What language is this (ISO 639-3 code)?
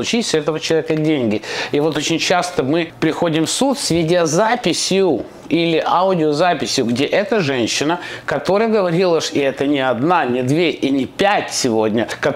rus